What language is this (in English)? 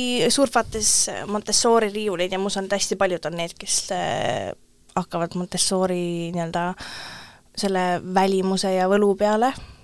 Estonian